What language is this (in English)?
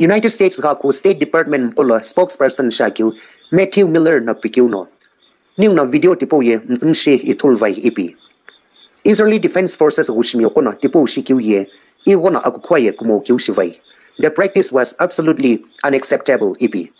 Sumi Naga